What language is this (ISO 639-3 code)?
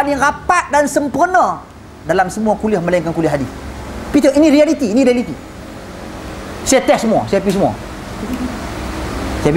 msa